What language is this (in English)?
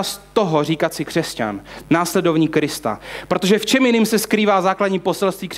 Czech